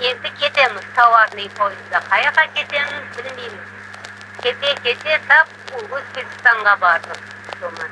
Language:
Crimean Tatar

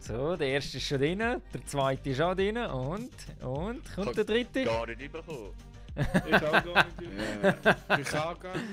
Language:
Swiss German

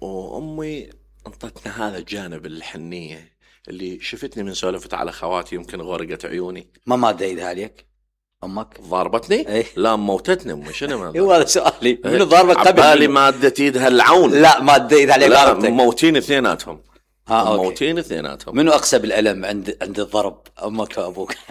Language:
Mesopotamian Arabic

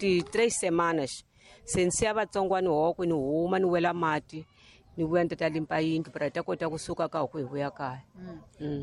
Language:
Tsonga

